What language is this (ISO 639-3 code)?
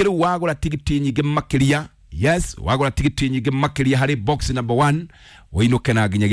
kik